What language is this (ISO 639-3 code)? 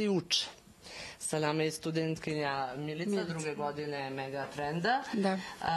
srp